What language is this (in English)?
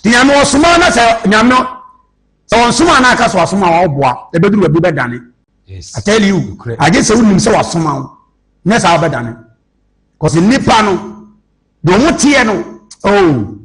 Akan